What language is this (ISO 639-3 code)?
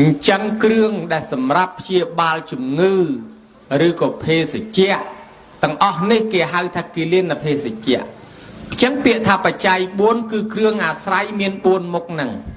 khm